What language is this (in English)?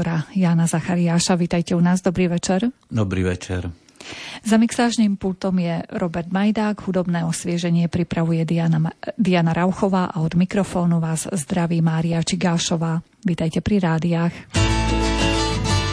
Slovak